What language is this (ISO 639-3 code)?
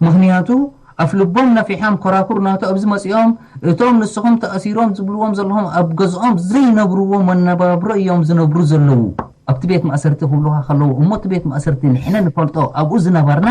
tir